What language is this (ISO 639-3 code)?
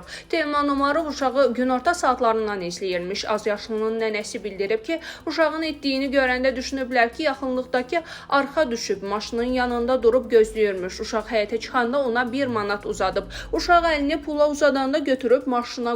aze